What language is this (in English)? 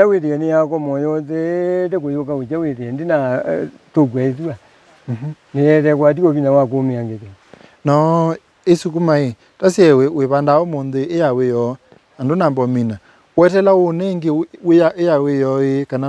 Kamba